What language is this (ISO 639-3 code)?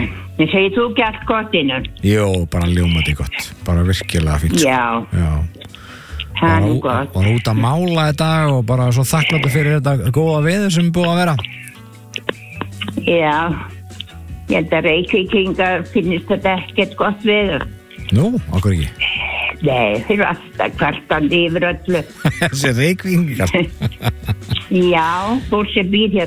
isl